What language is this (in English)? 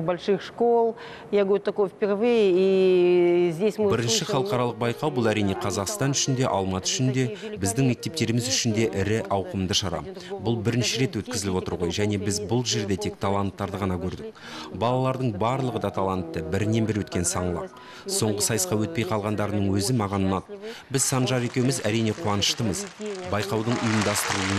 Kazakh